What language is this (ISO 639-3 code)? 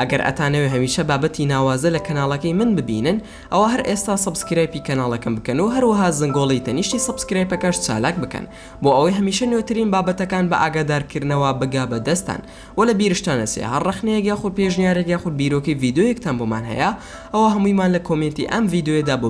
ckb